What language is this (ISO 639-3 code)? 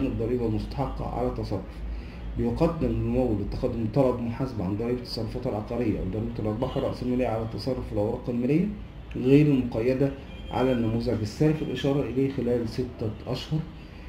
arz